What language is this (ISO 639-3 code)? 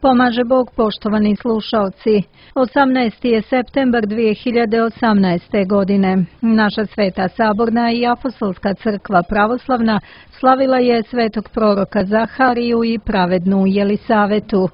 srp